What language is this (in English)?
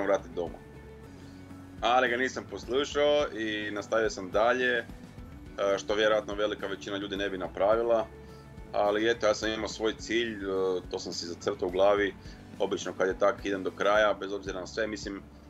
Croatian